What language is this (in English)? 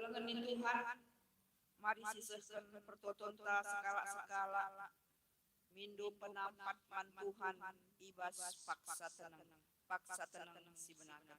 Batak Karo